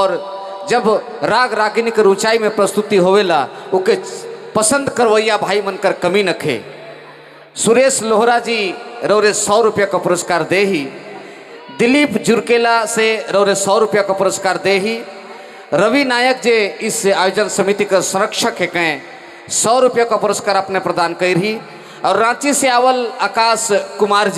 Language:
Sadri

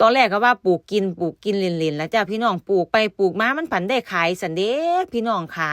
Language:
Lao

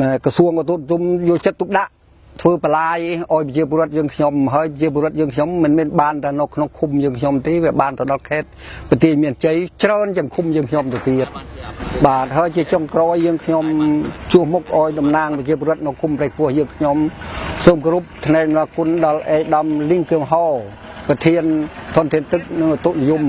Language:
Khmer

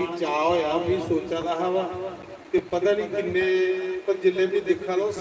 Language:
Dogri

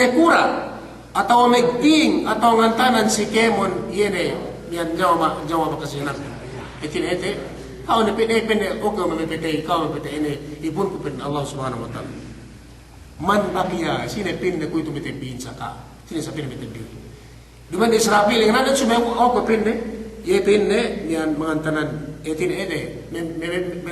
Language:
Yakan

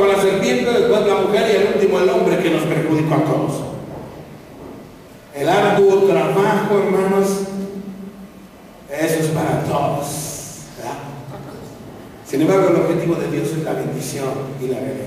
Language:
Spanish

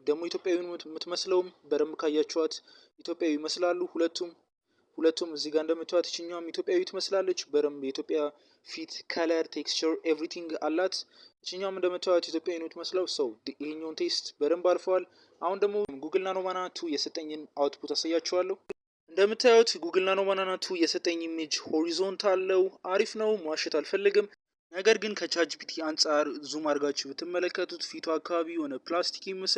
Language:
Amharic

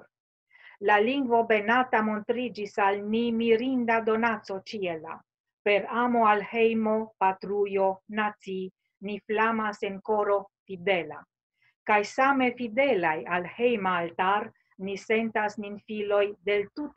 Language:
Esperanto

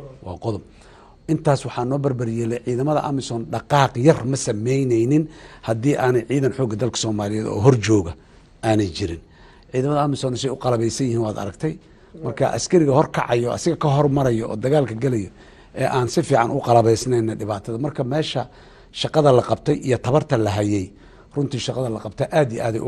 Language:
Somali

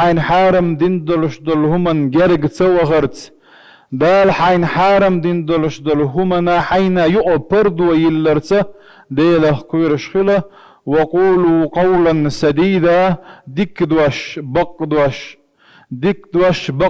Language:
Chechen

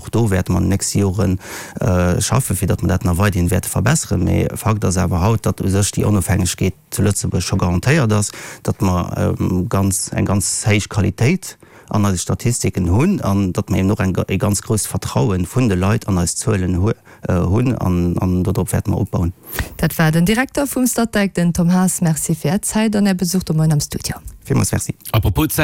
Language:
Luxembourgish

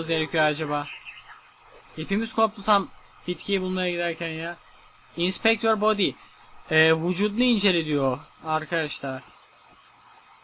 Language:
Turkish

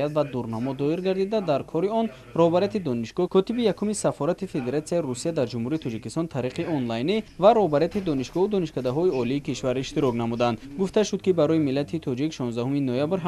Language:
Tajik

